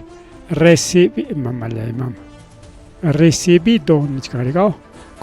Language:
Ayacucho Quechua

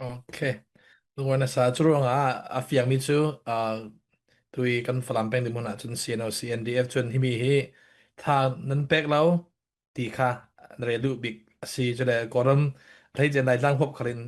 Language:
Falam Chin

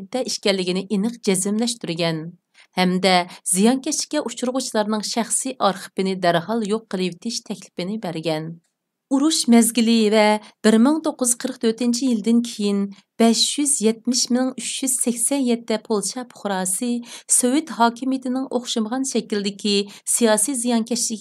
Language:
Uyghur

